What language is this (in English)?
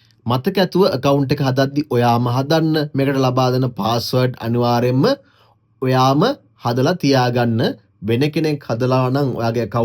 Sinhala